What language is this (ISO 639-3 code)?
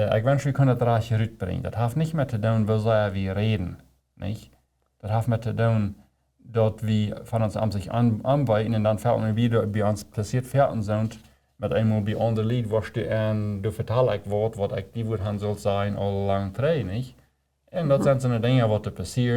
pdt